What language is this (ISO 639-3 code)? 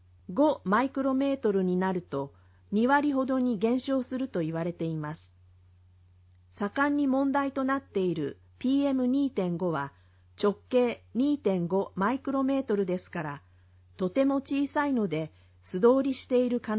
jpn